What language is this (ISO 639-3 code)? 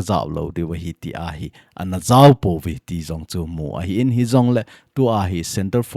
tcz